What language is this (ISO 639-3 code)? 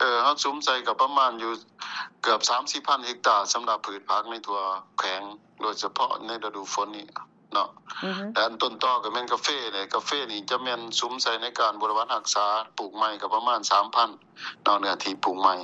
lao